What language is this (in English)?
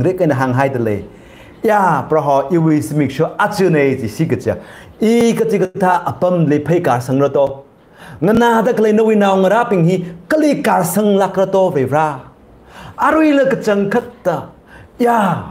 Tangkhul Naga (India)